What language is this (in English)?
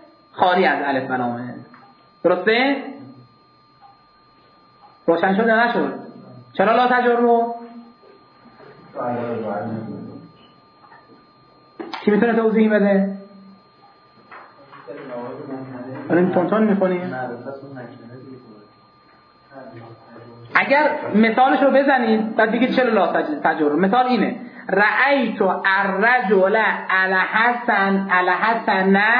Persian